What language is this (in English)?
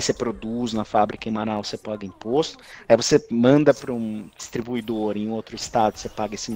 Portuguese